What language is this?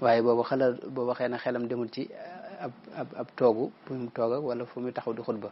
Wolof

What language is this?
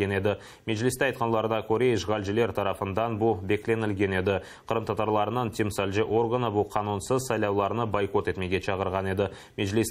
Crimean Tatar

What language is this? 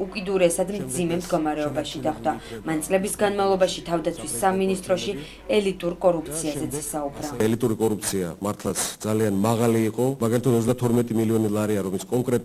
Georgian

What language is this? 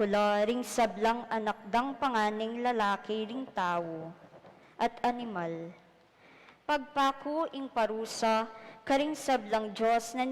Pampanga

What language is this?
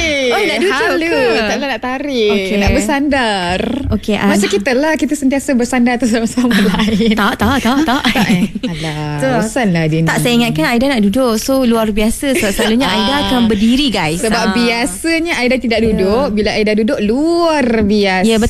Malay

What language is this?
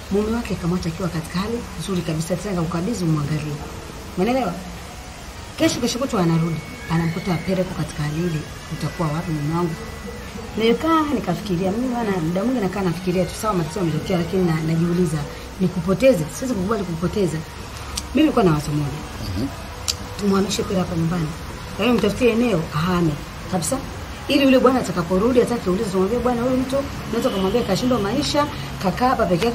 Swahili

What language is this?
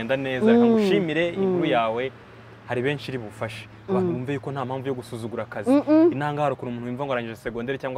Kinyarwanda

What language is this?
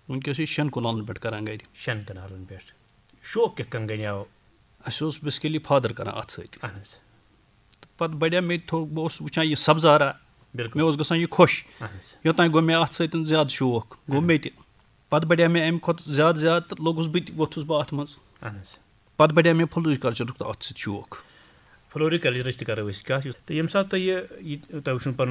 Kashmiri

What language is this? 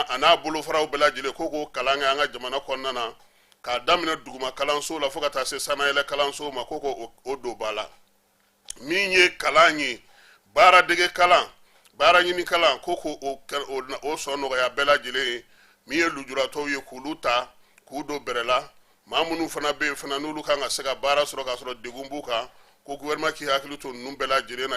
Bambara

